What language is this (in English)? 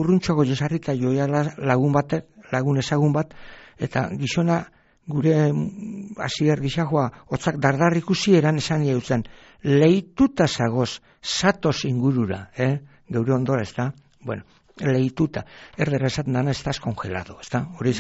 Basque